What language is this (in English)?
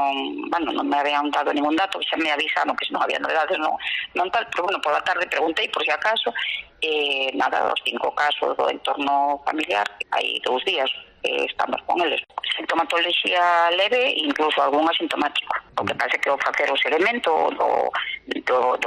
Galician